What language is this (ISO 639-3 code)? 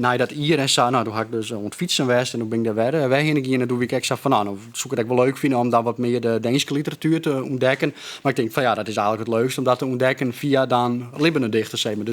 fry